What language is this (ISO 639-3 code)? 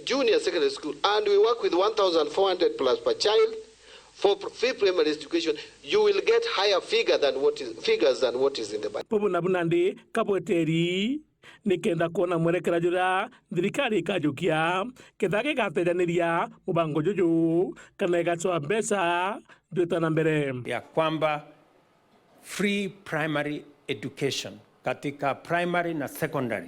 mer